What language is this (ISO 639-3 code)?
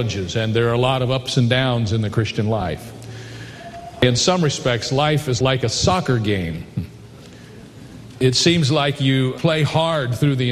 eng